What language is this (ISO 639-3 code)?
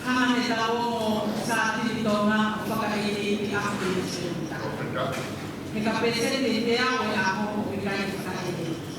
ton